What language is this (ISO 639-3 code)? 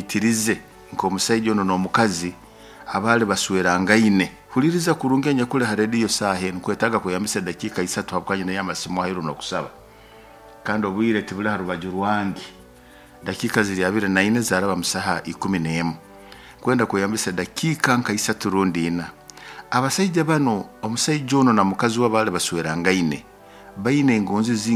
nyo